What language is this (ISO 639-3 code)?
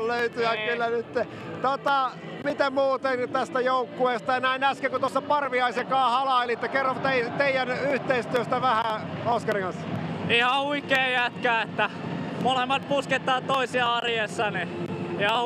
fin